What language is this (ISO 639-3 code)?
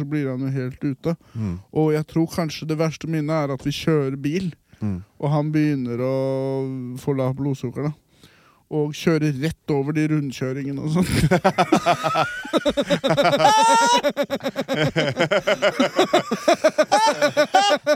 nor